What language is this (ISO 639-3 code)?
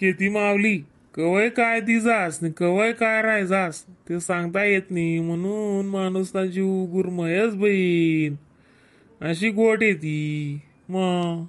khn